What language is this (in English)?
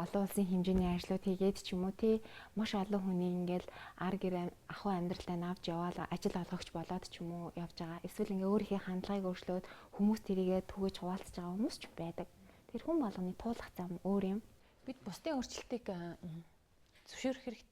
Mongolian